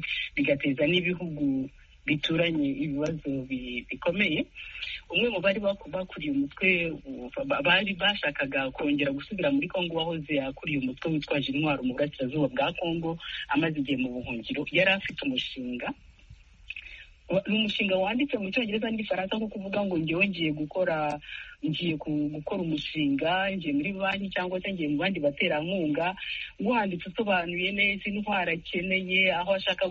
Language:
Kinyarwanda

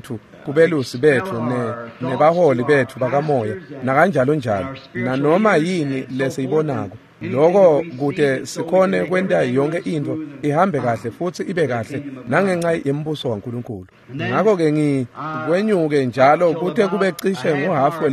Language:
Swati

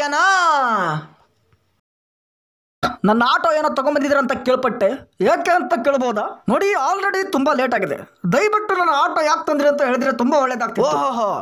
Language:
Kannada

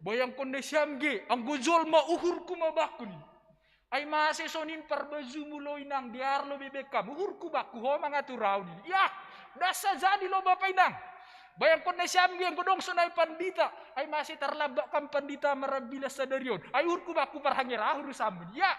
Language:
Batak Simalungun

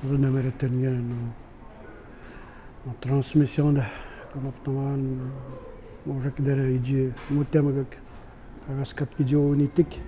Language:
Atikamekw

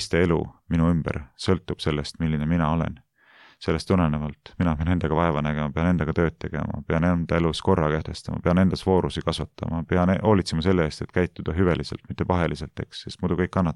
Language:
Estonian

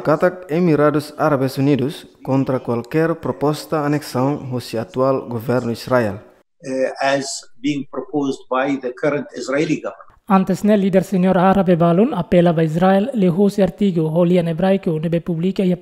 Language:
Tetum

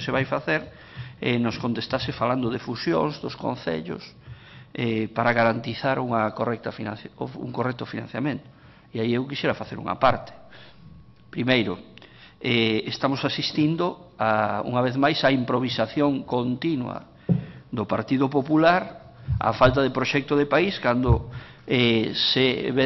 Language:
Galician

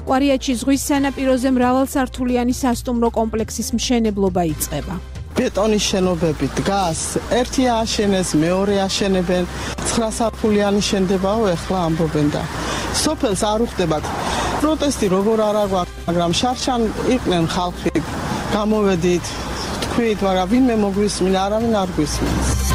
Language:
Georgian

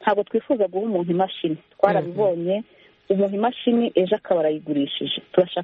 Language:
Kinyarwanda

